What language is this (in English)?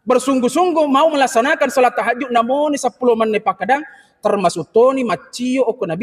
Buginese